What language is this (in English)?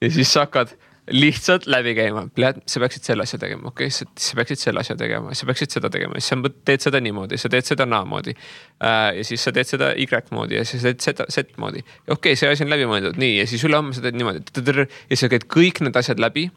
Estonian